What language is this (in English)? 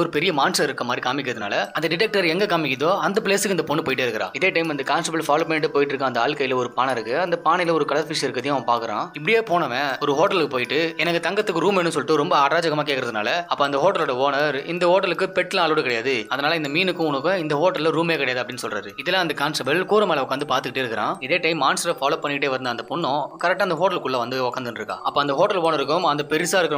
Tamil